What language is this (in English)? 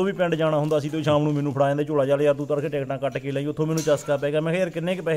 Punjabi